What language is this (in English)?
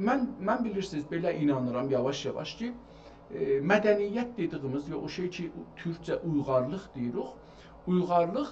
South Azerbaijani